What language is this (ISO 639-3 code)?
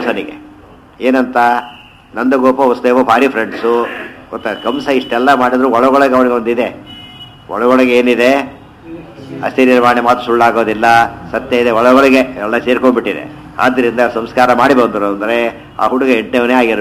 kan